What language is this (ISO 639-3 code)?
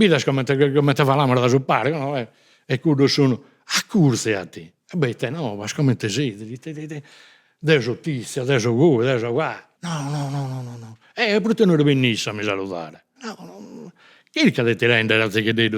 srd